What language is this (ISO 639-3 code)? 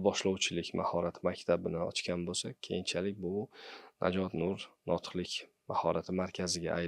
uzb